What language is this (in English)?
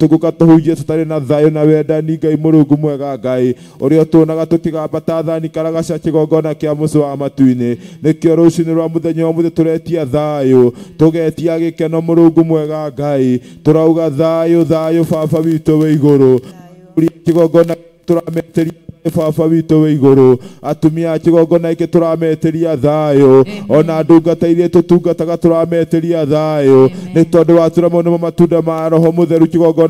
Kikuyu